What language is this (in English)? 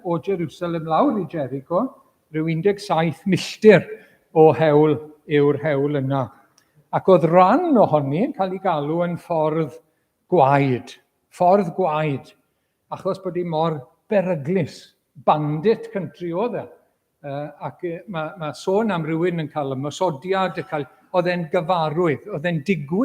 Welsh